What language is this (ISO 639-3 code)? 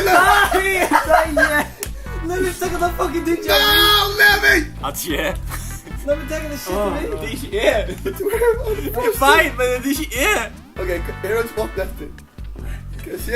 fao